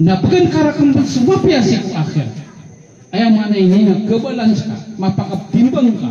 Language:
Maranao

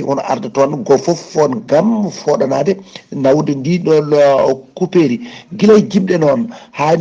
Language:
Fula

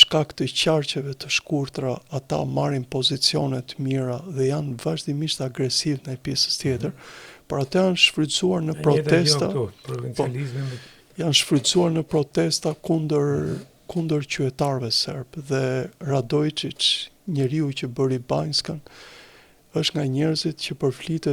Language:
Albanian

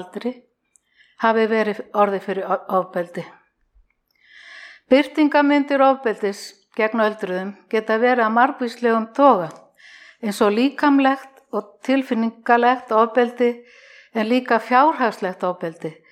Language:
Icelandic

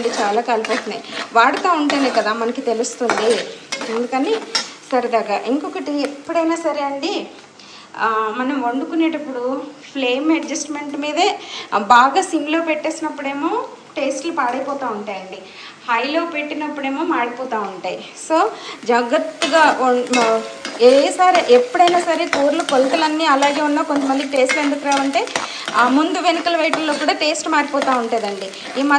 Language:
Telugu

